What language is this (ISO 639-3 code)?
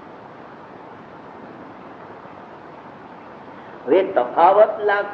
guj